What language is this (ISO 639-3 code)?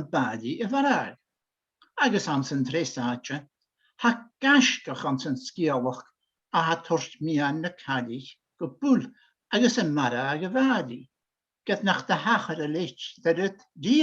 gla